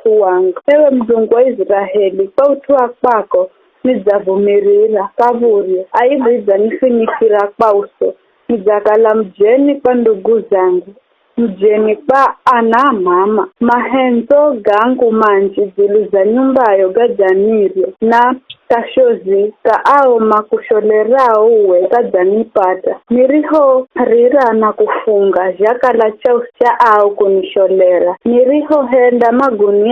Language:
Giryama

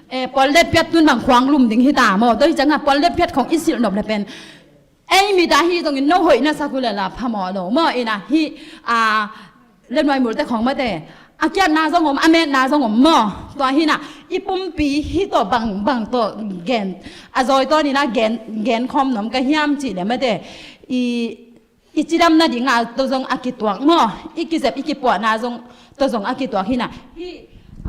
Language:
Tedim Chin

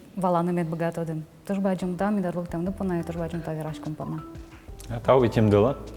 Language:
Udmurt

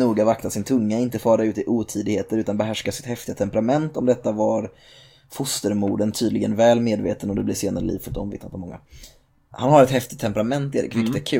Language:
Swedish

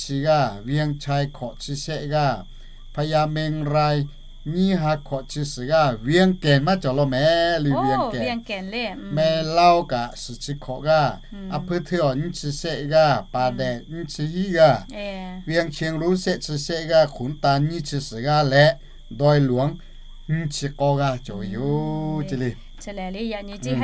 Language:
Lahu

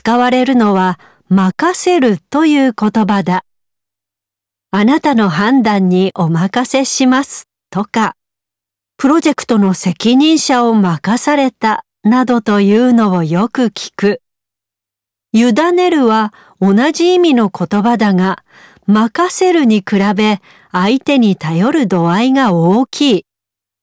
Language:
Japanese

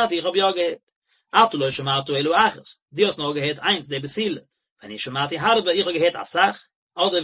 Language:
Yiddish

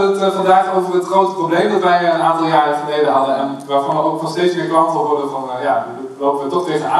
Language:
Dutch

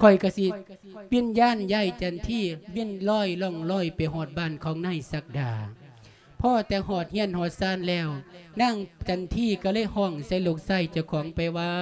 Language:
Lao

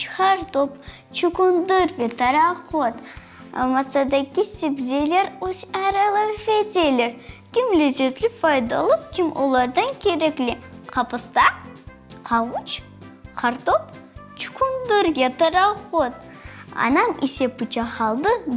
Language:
Crimean Tatar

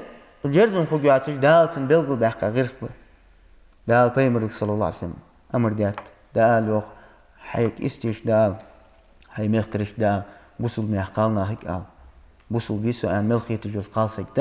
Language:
Ingush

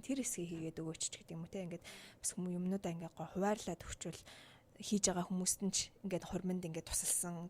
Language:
Mongolian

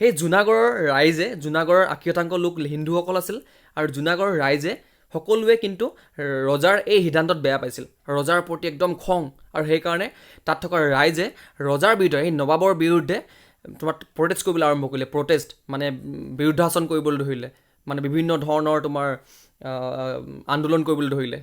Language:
Assamese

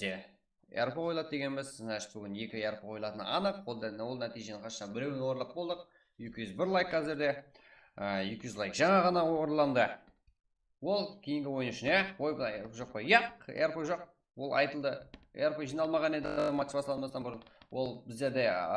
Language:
Kara-Kalpak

